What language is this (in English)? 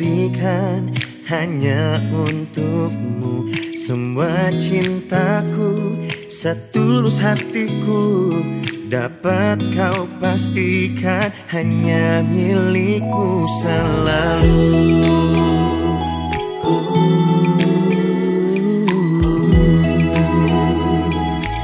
Indonesian